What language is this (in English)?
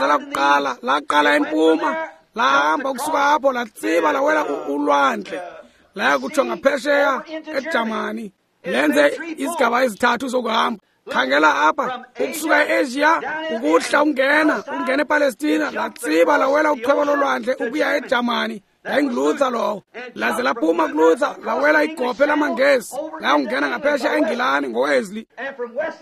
Xhosa